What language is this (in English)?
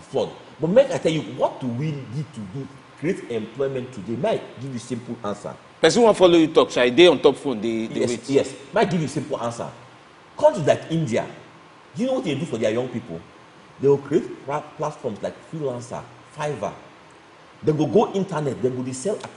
Nigerian Pidgin